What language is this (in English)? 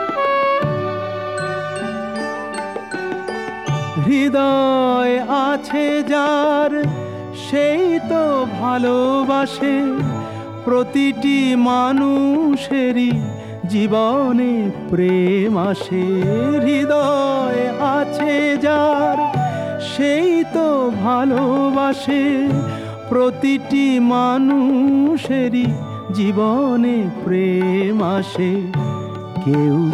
Bangla